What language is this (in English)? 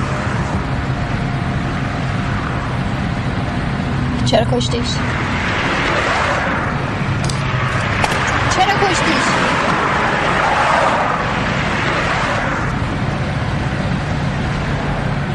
Persian